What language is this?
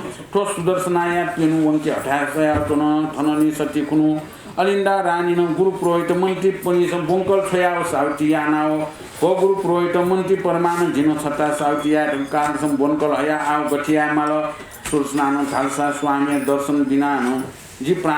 Newari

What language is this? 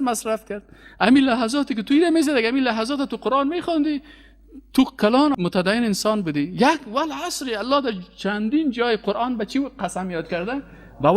Persian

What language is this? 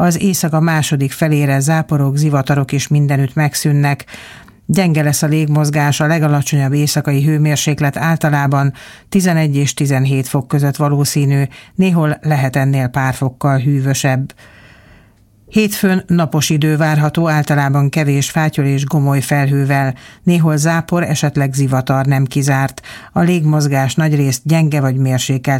Hungarian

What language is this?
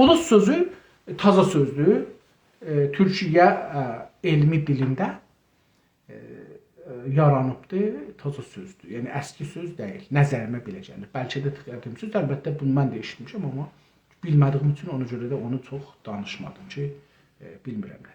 South Azerbaijani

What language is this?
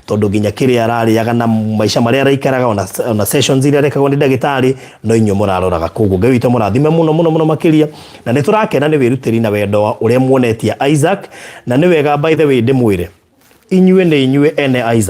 Kikuyu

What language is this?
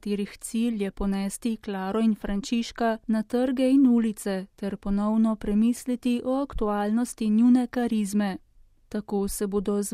Slovenian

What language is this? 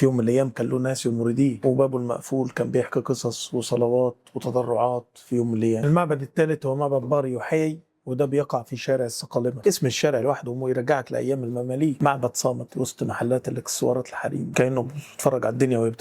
Egyptian Arabic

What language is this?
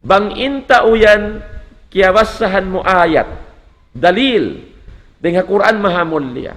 Tausug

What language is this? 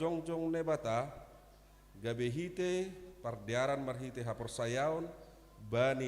Batak Simalungun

